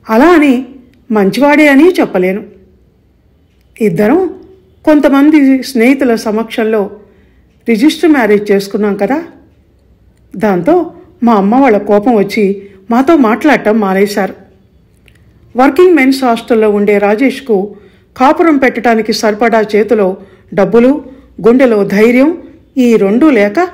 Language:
Telugu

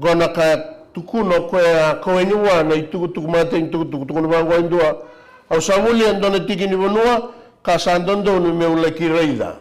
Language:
Fijian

